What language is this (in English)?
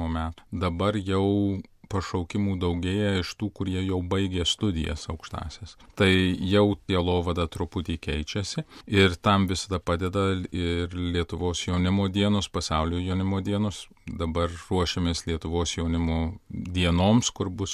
Lithuanian